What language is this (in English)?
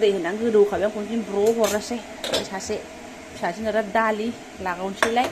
Bodo